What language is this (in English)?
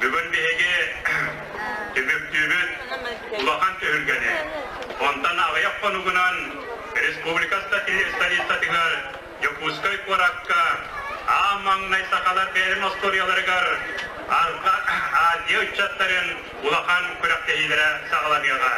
Yakut